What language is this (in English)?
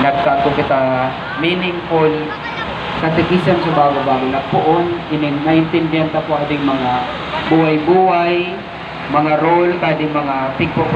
Bikol